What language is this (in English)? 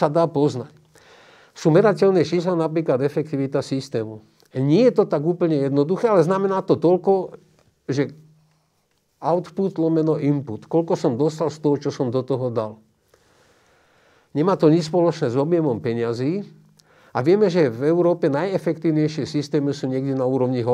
Slovak